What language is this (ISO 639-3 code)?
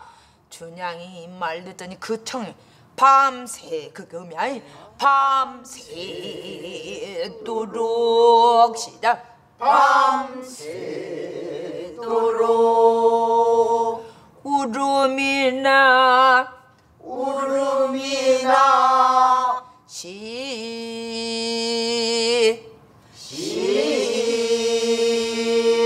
kor